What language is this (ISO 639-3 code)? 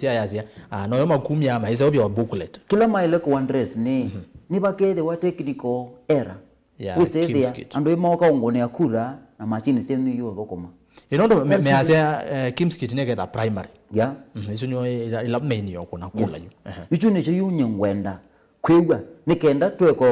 kam